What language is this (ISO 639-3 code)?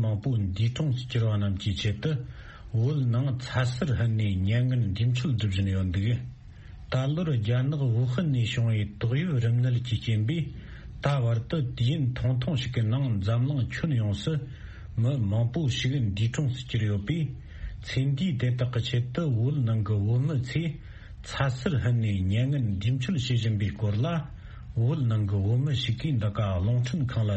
bod